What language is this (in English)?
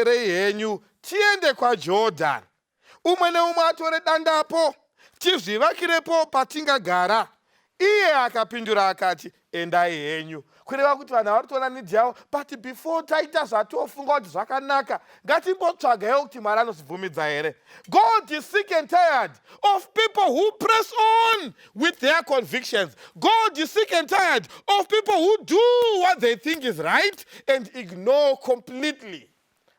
Shona